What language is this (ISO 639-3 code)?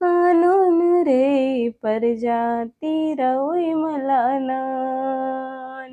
kru